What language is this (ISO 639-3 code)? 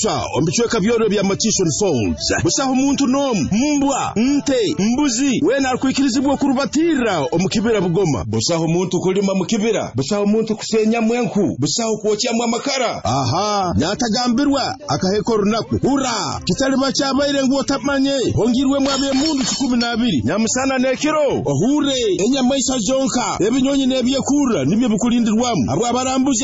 nyo